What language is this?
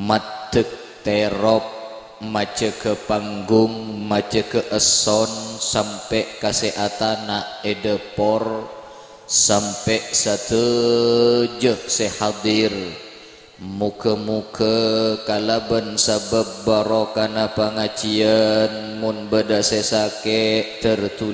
Madurese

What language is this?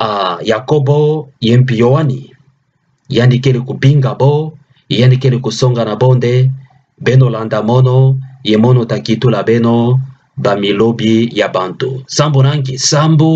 Kituba (Democratic Republic of Congo)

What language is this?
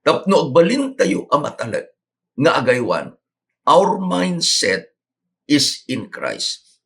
Iloko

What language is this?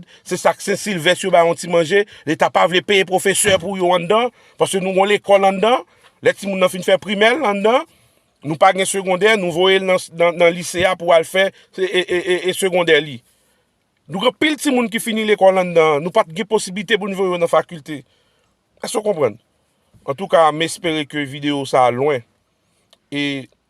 Haitian Creole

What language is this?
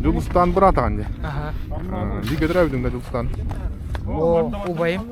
Yakut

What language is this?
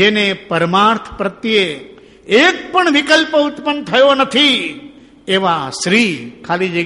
Gujarati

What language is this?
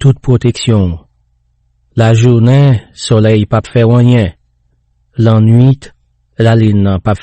Haitian Creole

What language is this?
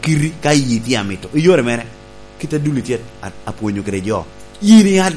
Lango (Uganda)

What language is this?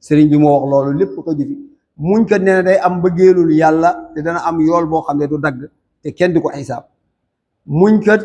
Wolof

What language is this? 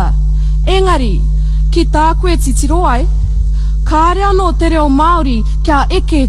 Māori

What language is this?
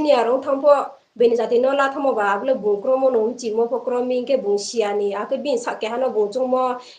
Riang (India)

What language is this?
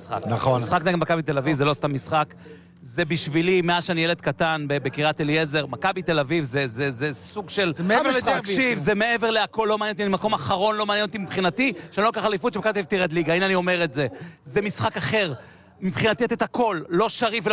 Hebrew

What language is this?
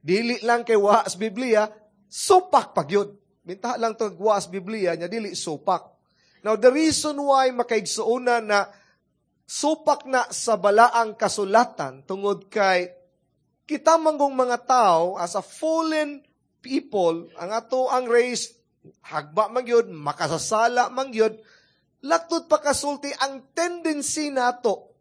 Cebuano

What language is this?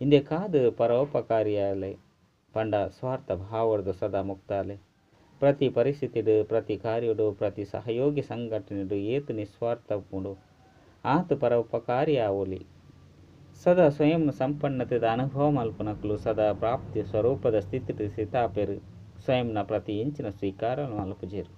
Tulu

